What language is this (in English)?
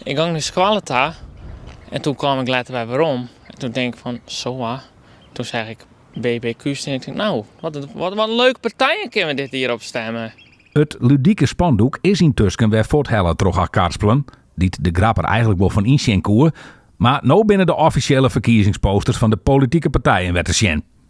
Western Frisian